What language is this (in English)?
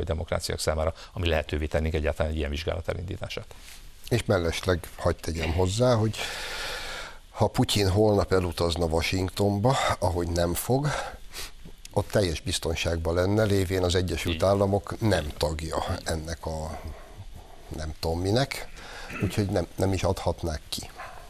Hungarian